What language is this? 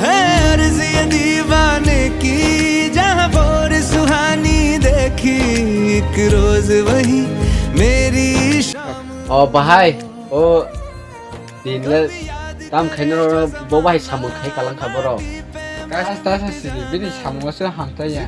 Kok Borok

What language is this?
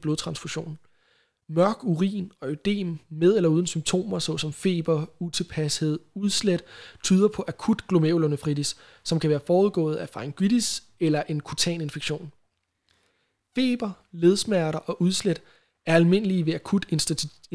Danish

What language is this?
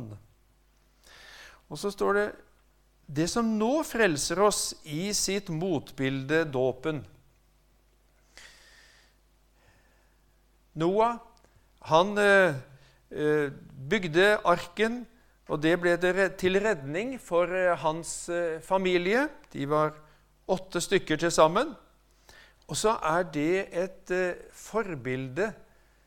Norwegian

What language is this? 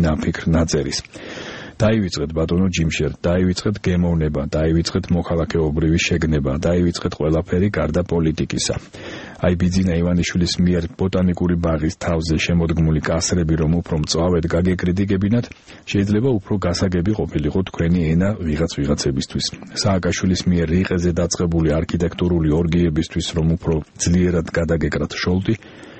Georgian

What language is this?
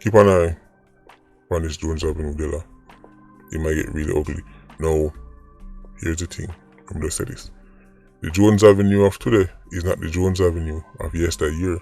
Jamaican Creole English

